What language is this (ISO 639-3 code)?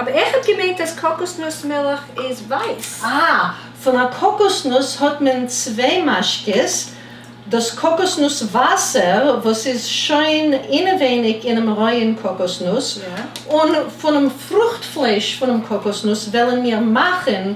yid